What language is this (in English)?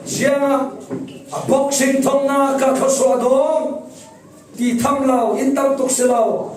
Falam Chin